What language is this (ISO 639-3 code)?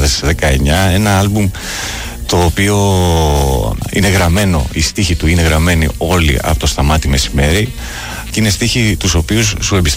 ell